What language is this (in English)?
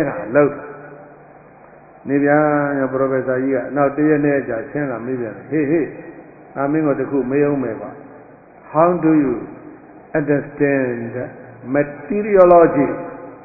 Burmese